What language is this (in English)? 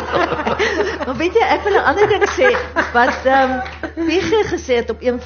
Afrikaans